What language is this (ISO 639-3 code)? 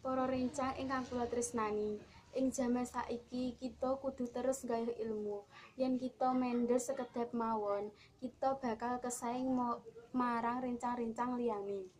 jav